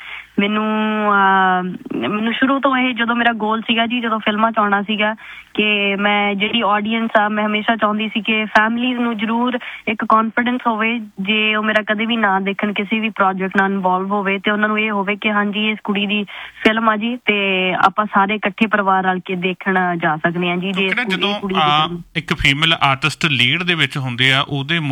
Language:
Punjabi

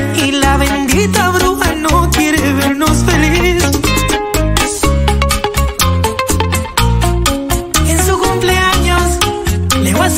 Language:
Spanish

